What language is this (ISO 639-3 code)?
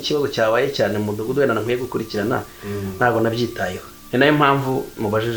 kin